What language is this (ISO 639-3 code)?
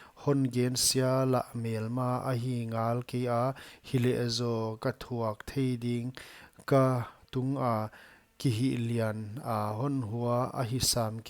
pck